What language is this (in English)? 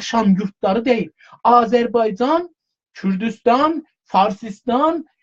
South Azerbaijani